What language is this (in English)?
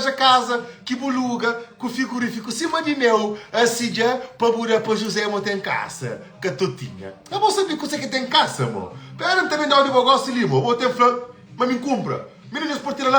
Kabuverdianu